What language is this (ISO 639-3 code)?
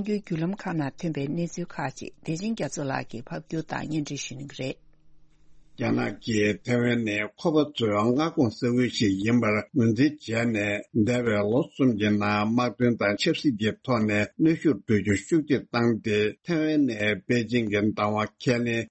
bod